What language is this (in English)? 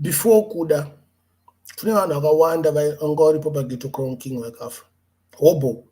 Shona